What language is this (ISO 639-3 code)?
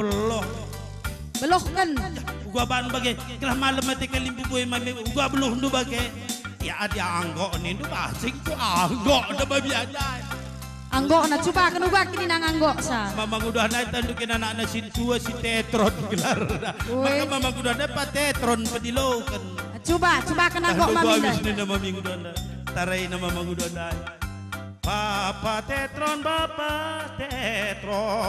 btx